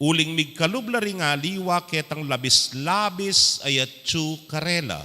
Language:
Pampanga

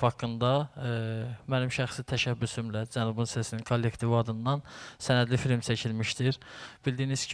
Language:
Azerbaijani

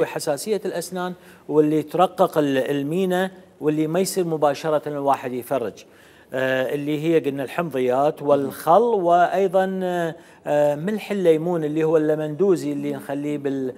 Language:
Mesopotamian Arabic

